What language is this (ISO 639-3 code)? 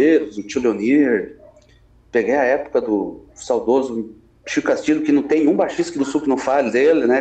por